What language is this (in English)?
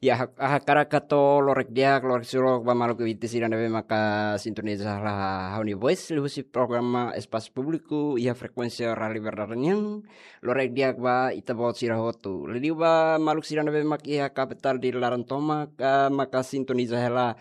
Tetum